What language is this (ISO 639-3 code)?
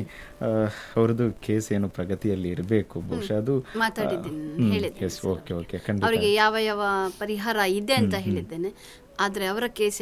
kan